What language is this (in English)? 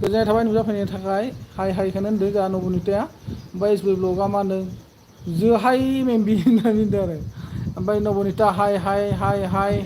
Bodo